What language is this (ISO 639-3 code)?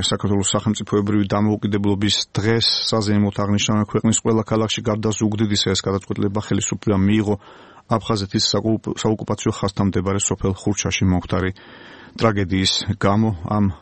kat